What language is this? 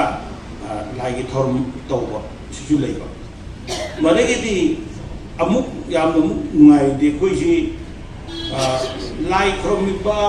Manipuri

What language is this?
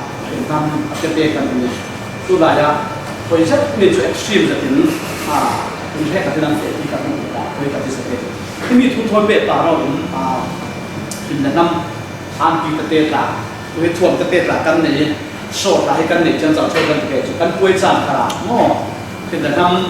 Falam Chin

